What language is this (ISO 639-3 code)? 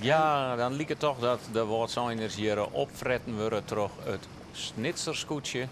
fry